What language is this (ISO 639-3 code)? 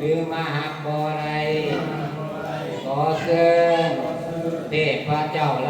lao